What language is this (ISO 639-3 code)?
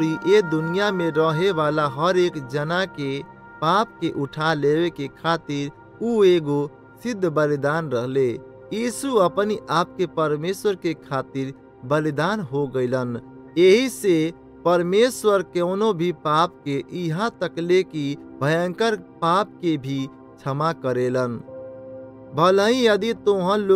bho